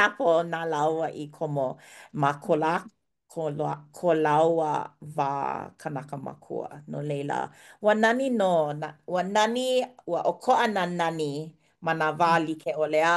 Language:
Hawaiian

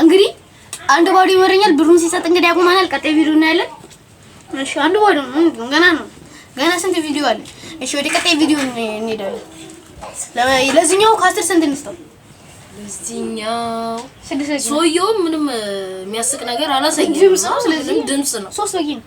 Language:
Amharic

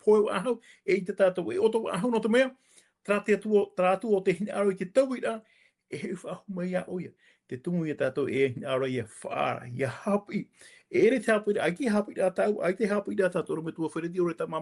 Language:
Tahitian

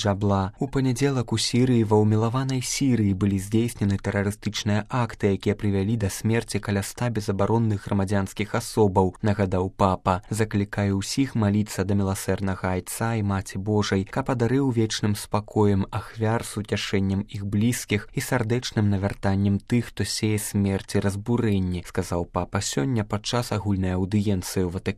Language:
Belarusian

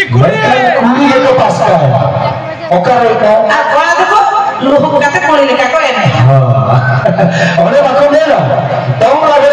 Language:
Santali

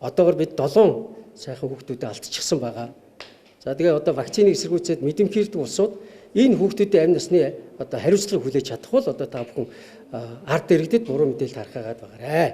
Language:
Mongolian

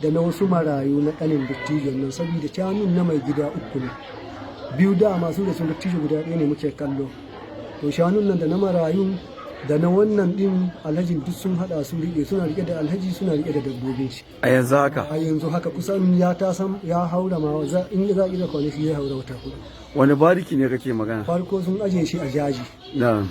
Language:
Hausa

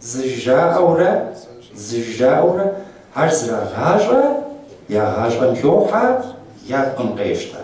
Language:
Kabardian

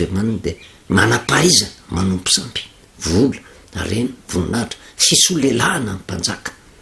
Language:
Malagasy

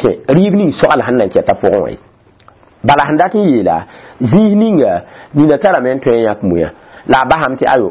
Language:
Mossi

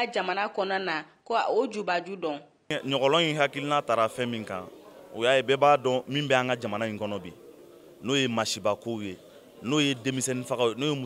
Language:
Bambara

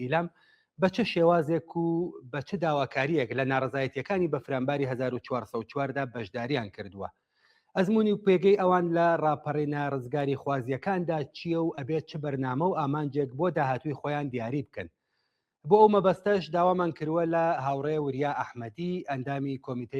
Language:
Central Kurdish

